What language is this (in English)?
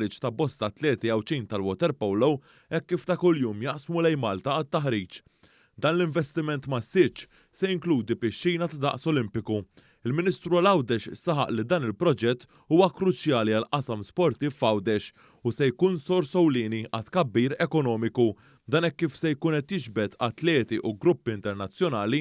Maltese